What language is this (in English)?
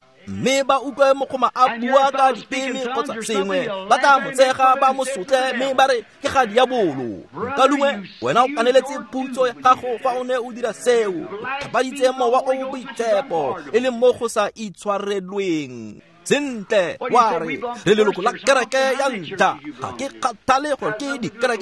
Tswana